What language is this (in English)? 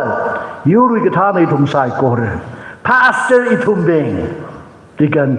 Tangkhul Naga (India)